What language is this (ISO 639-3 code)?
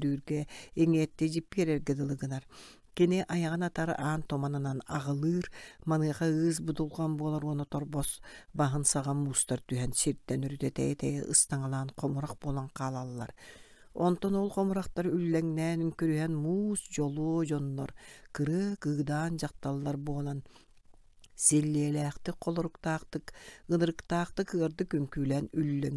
sah